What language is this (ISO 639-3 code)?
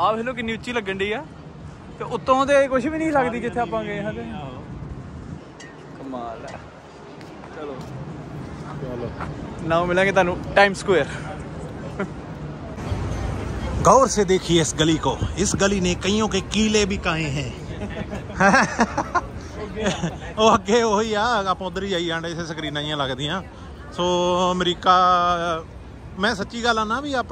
pan